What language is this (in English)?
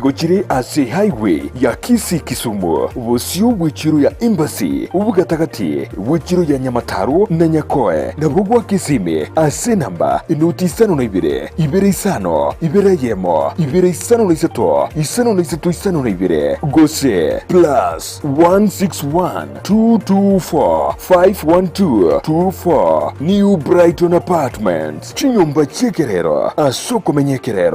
Gusii